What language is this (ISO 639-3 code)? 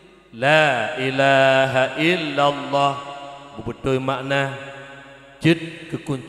ace